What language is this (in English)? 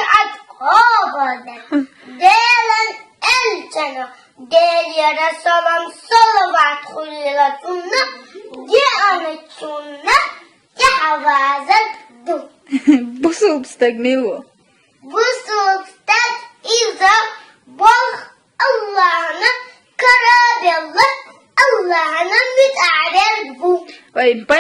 Chechen